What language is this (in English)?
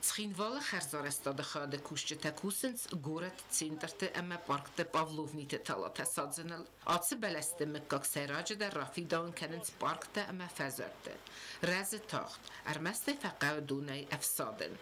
Ossetic